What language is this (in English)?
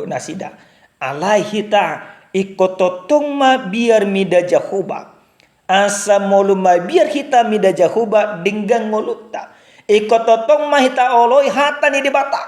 Batak Toba